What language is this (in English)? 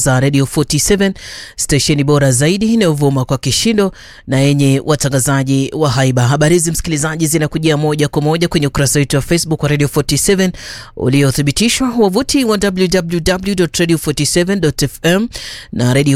Swahili